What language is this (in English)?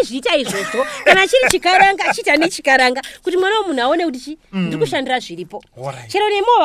Shona